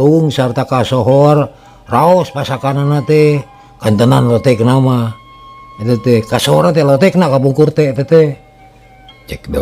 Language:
Sundanese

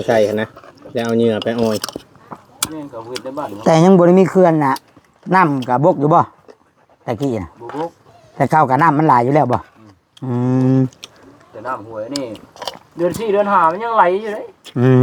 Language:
Northeastern Thai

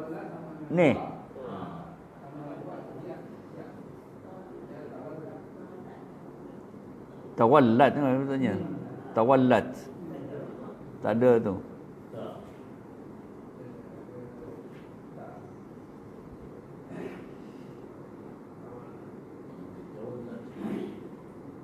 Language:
Malay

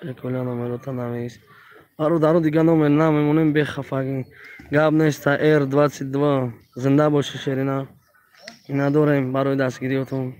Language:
Tajik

